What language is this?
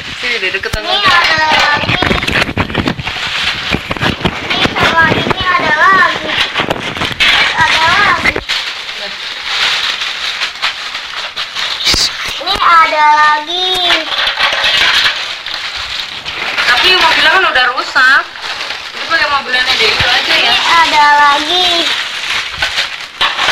Indonesian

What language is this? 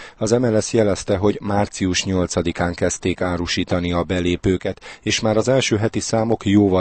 Hungarian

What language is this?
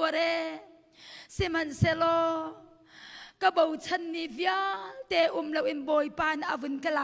Hakha Chin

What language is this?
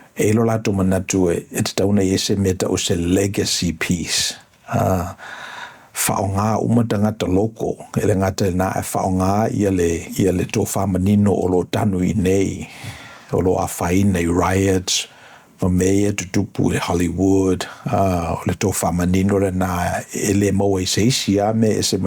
Samoan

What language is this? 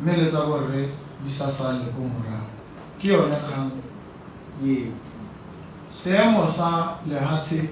Tswana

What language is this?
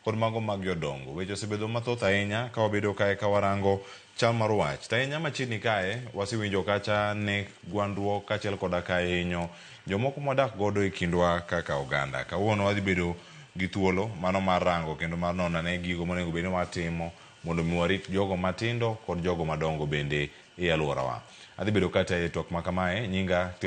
Luo (Kenya and Tanzania)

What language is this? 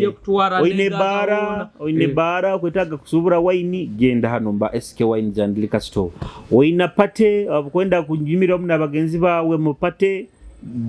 Nyoro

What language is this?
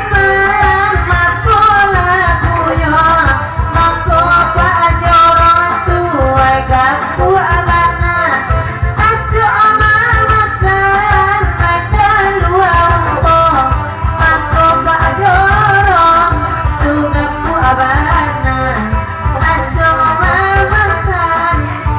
Minangkabau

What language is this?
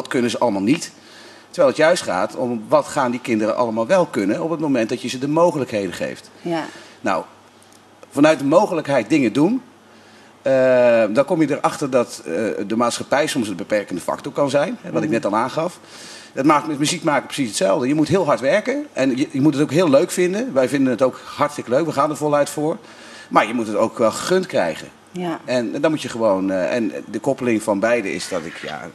Dutch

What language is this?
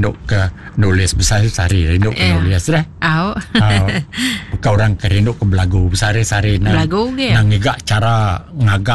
Iban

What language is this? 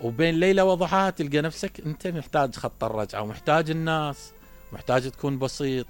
Mesopotamian Arabic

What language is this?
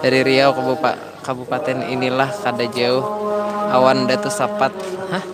Banjar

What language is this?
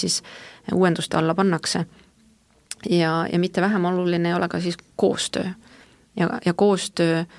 Estonian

